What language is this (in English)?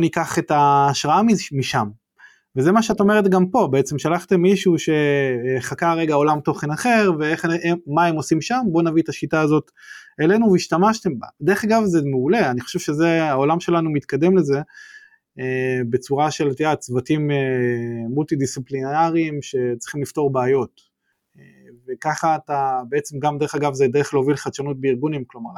Hebrew